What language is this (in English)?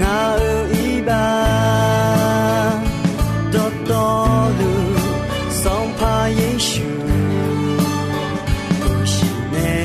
Akha